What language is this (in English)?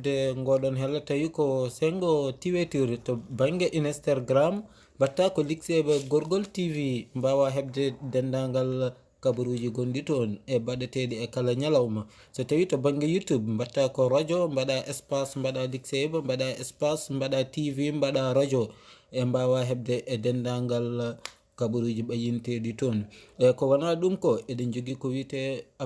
Fula